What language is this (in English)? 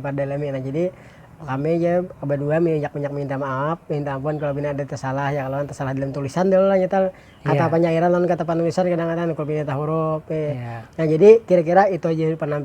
Banjar